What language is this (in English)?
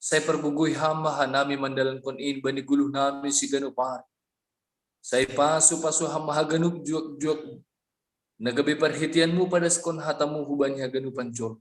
Batak Simalungun